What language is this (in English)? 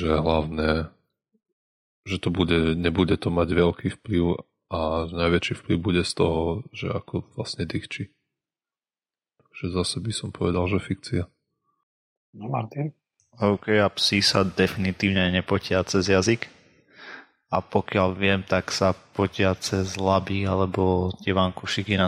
Slovak